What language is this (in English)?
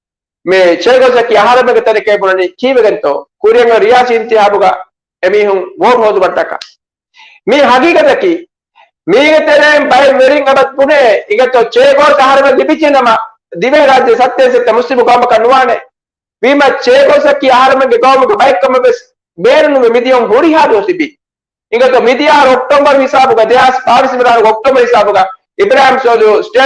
Divehi